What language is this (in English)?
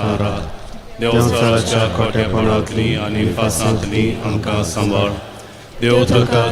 Konkani